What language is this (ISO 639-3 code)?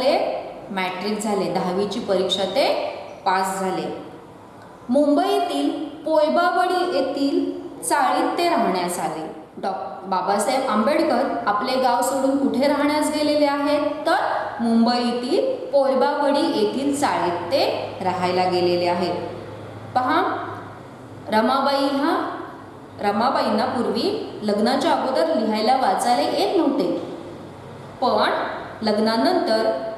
mar